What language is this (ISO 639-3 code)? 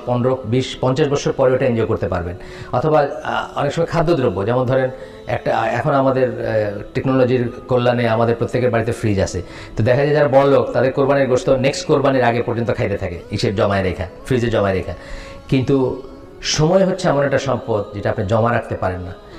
ben